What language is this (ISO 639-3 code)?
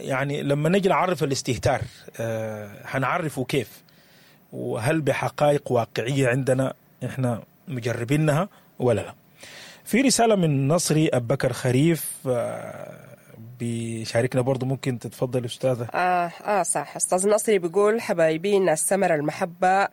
apd